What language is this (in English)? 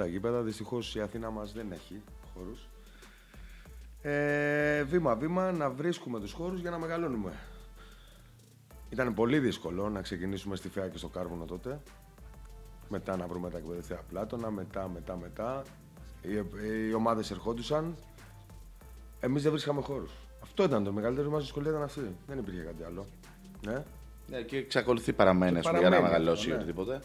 Greek